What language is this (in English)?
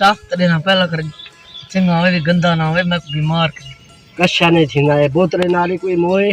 Saraiki